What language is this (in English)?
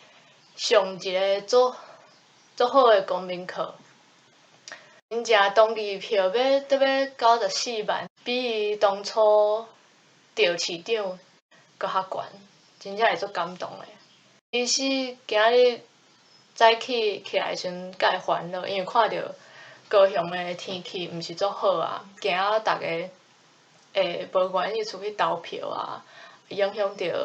Min Nan Chinese